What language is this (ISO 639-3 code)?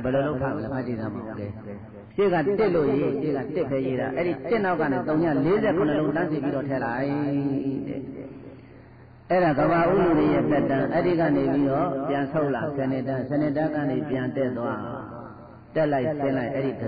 mya